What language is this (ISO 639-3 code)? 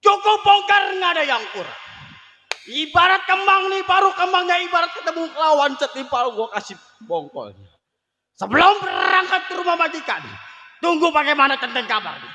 bew